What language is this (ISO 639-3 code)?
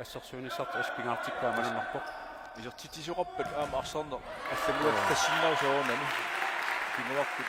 kal